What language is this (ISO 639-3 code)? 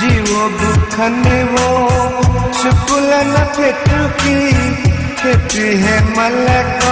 new